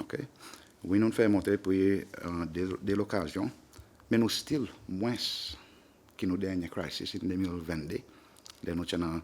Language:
Seselwa Creole French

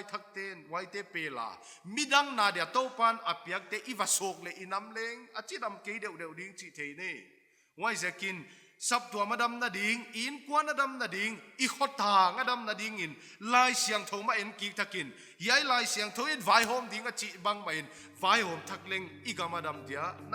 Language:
Paite Chin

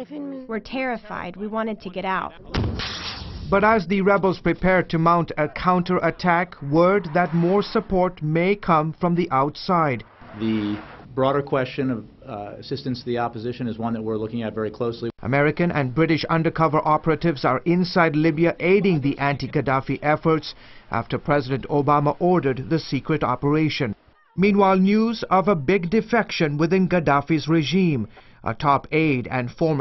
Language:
English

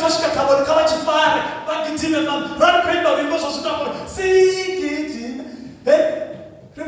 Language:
Venda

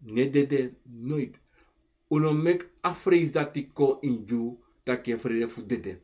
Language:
Sranan Tongo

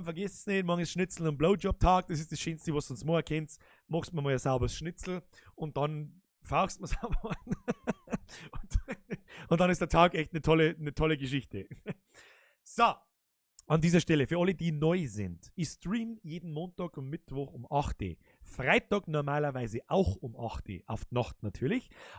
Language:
Bavarian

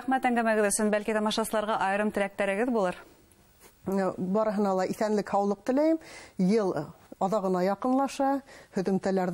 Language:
Bashkir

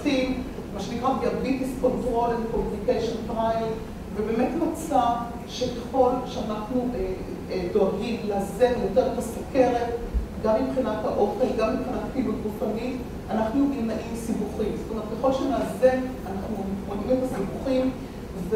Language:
Hebrew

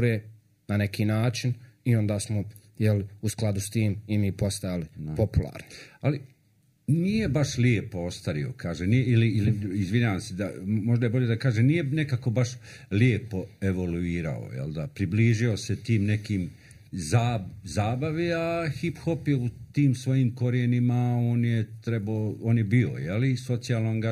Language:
Croatian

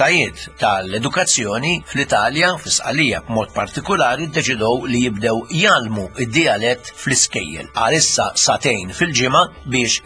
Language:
Maltese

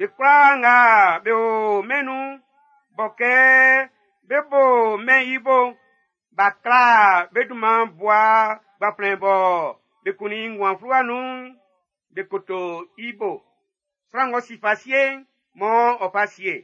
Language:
Baoulé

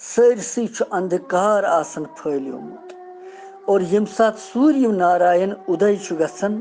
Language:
Kashmiri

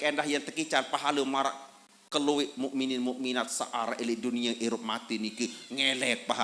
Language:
Sasak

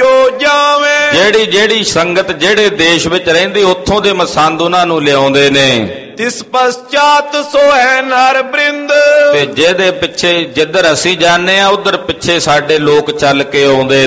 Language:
Punjabi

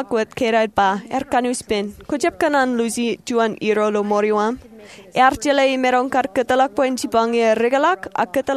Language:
Marshallese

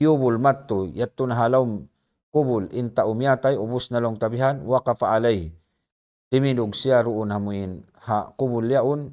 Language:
Tausug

